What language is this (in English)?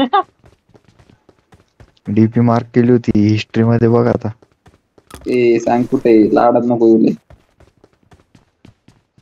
Marathi